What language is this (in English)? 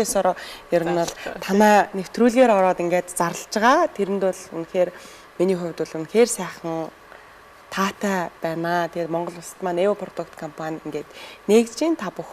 Mongolian